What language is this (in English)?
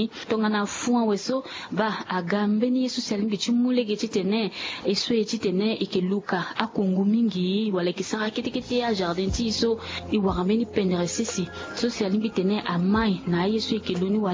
Sango